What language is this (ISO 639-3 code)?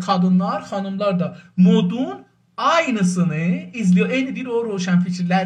azb